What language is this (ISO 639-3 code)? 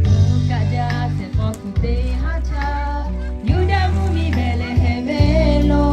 lhu